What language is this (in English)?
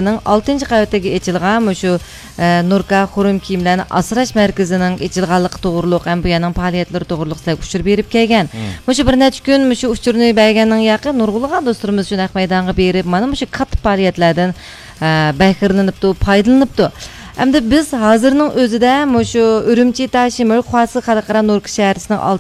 Uyghur